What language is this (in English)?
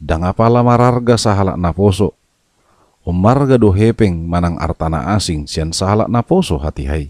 Batak Toba